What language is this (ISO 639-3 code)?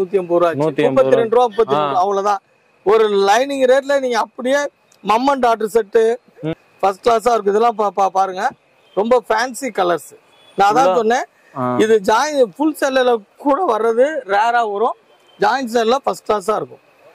tam